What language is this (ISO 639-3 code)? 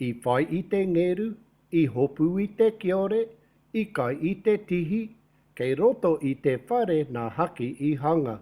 mri